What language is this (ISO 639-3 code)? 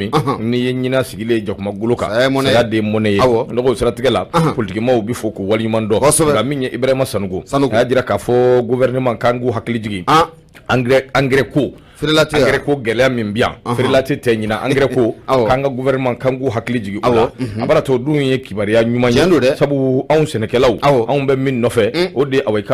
bam